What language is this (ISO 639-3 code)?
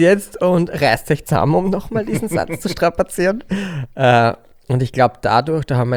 deu